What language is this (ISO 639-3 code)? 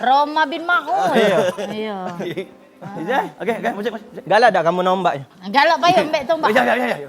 mui